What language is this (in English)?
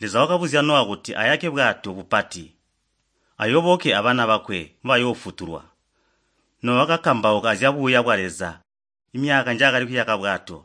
Tonga (Zambia)